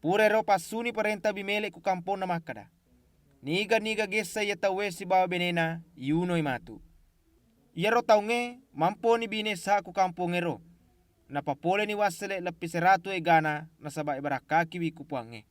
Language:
Buginese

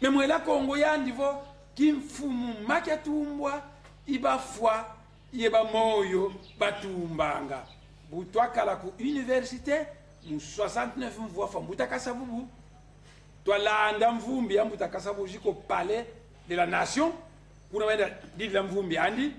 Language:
Kongo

